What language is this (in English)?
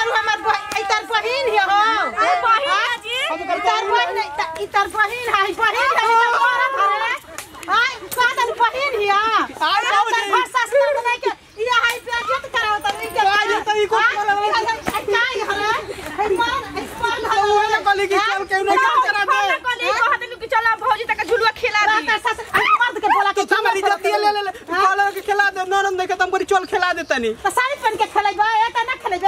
Bhojpuri